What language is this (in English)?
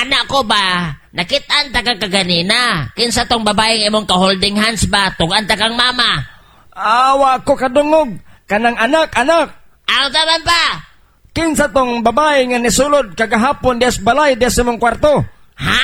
Cebuano